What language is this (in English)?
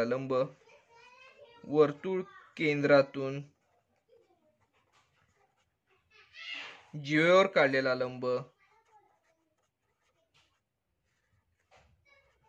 Marathi